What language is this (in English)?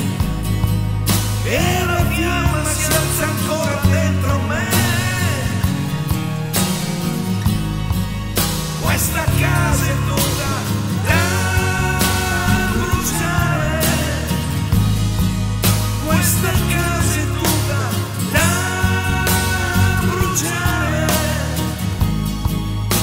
Italian